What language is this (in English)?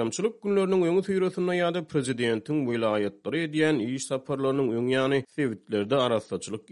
Turkmen